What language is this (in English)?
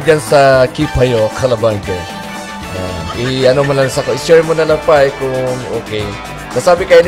Bikol